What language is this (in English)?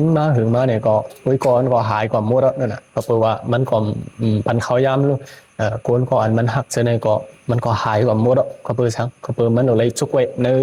Shan